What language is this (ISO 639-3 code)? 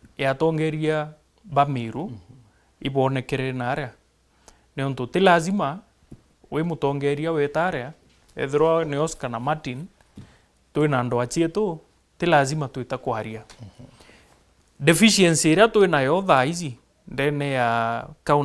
mer